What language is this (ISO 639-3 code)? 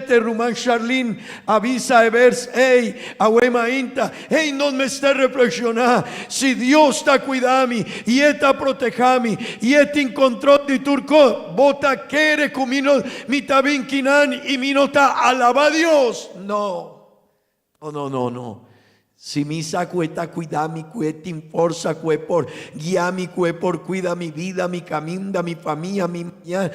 pap